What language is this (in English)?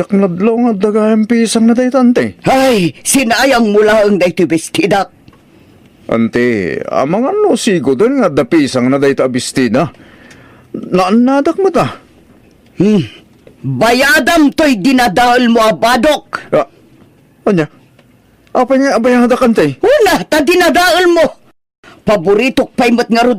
Iloko